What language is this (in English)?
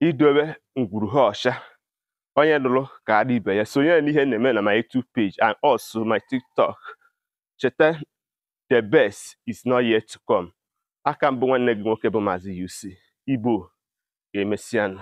Igbo